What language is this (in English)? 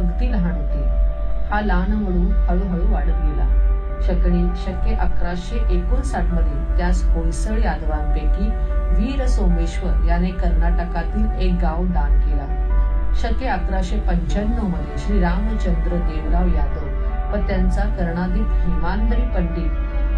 Marathi